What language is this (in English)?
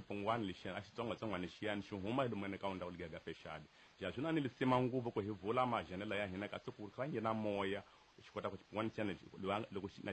Tsonga